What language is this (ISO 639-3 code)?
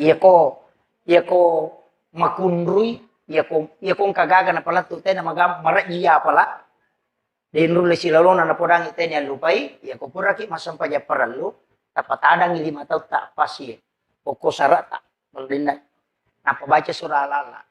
bug